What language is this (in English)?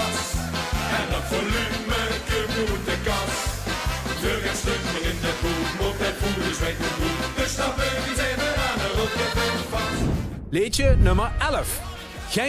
Limburgish